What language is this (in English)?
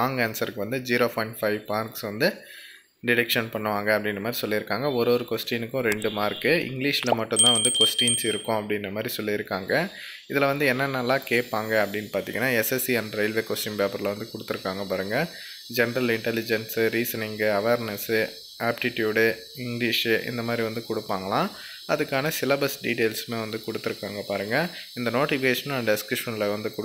Tamil